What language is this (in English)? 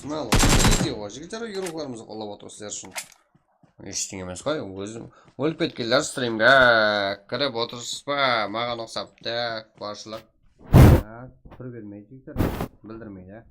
Kara-Kalpak